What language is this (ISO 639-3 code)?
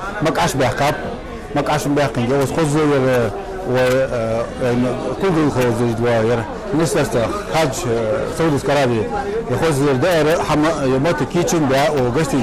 inh